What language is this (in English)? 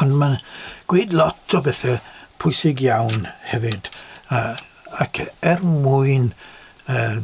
Welsh